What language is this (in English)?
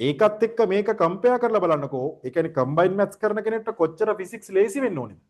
Sinhala